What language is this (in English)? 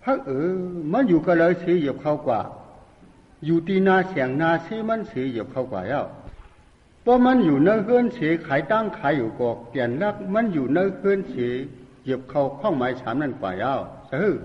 Shan